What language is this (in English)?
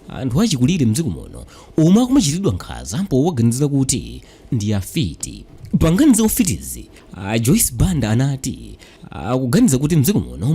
Nyanja